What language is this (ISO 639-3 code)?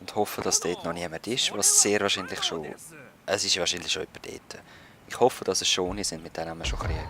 gsw